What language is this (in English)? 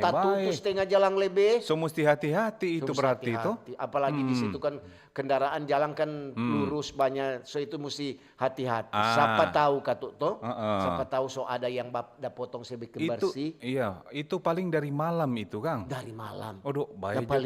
Manado Malay